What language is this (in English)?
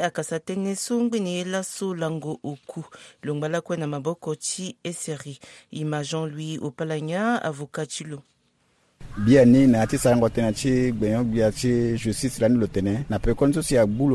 Sango